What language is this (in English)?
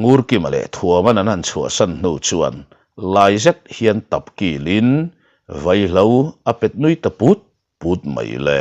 Mizo